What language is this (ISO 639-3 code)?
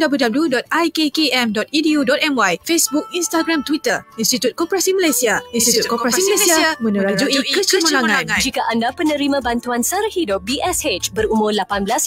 msa